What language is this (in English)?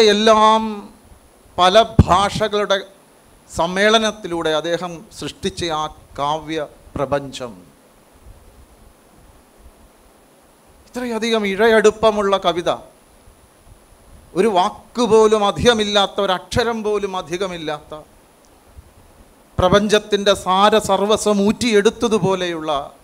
Malayalam